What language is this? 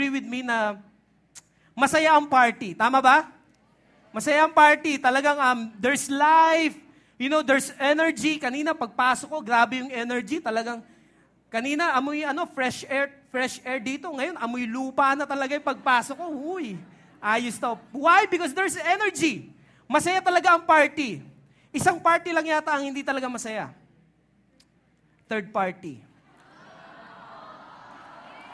Filipino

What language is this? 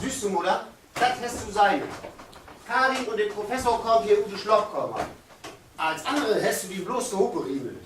Low German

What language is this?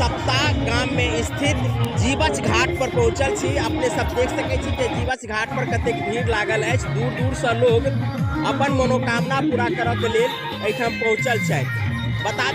Maithili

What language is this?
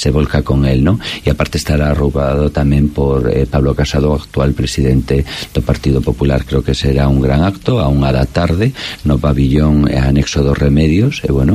Galician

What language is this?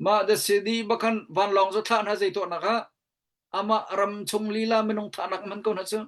Hakha Chin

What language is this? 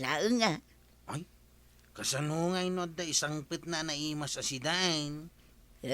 Iloko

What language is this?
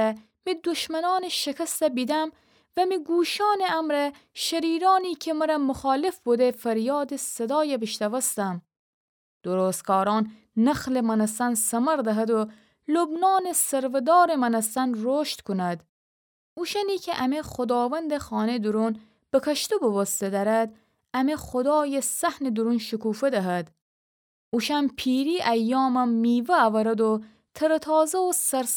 Gilaki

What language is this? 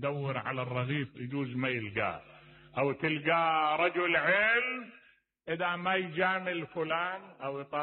Mesopotamian Arabic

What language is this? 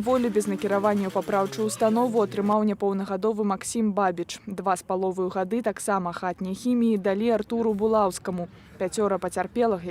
Belarusian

